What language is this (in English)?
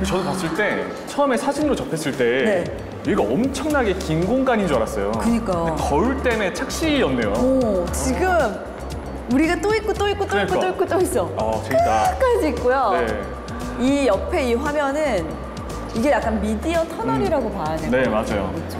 Korean